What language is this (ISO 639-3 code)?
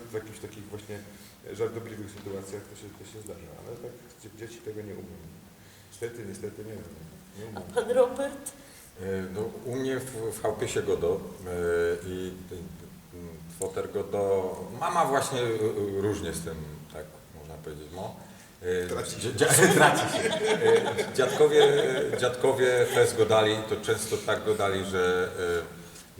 szl